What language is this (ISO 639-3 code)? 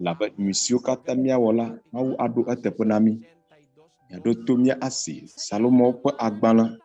ewe